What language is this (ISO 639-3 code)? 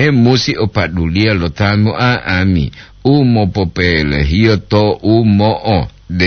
gor